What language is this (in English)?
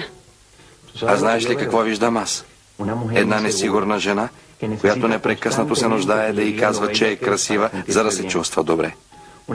Bulgarian